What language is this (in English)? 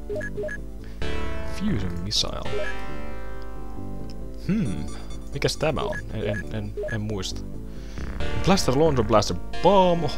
Finnish